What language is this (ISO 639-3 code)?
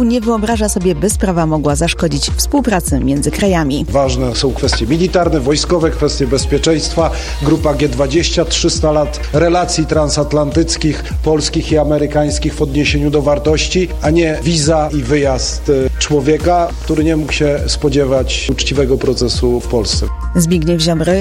pol